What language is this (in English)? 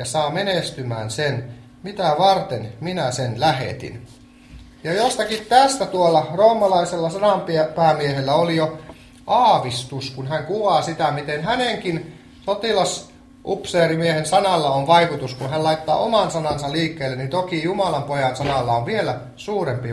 Finnish